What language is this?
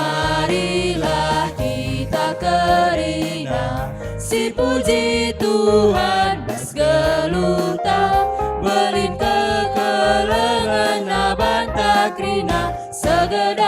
Batak Karo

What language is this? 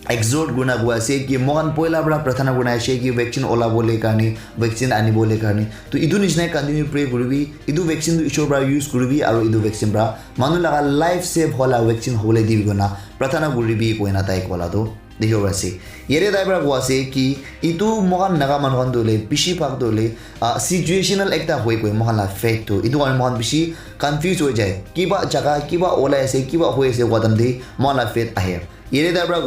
Naga Pidgin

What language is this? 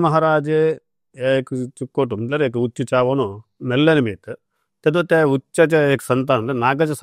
Konkani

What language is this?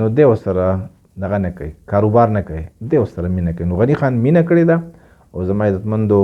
Pashto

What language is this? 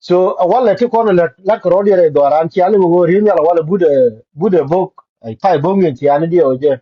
Nuer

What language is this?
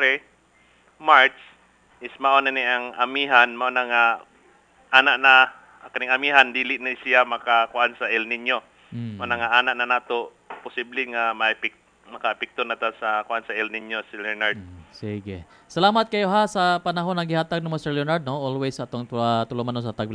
Cebuano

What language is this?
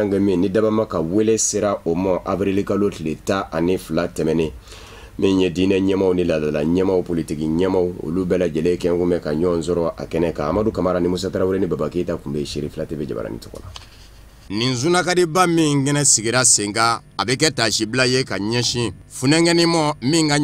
Bambara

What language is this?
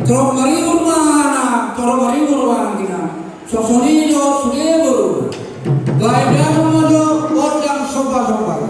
Batak Toba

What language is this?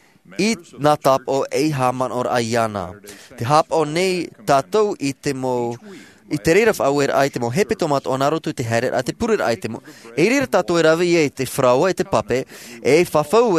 Tahitian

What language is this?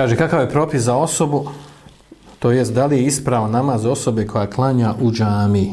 Bosnian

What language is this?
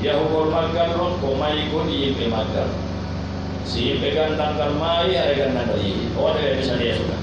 Pular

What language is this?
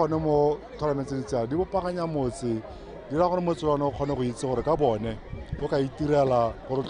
Tswana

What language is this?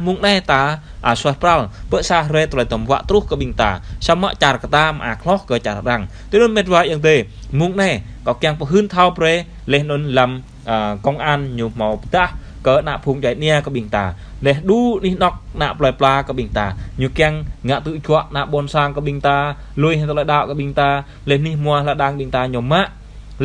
Jarai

